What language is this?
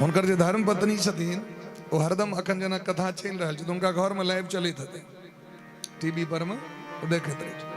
Maithili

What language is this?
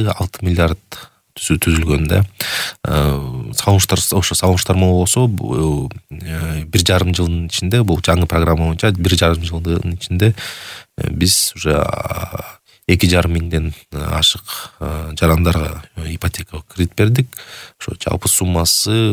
Kyrgyz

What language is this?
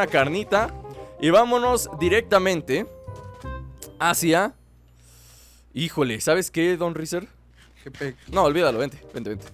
Spanish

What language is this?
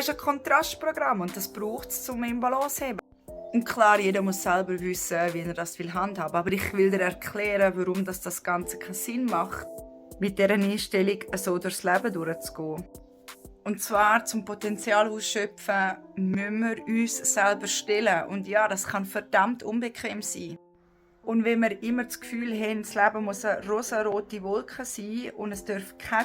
Swiss German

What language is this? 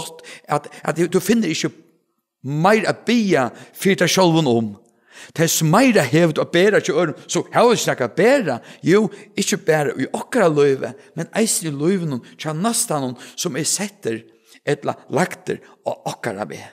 Faroese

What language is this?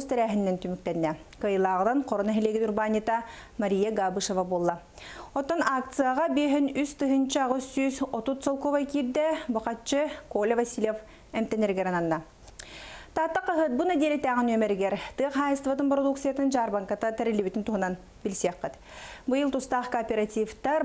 Yakut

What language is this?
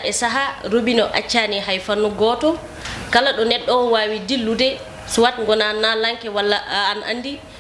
Fula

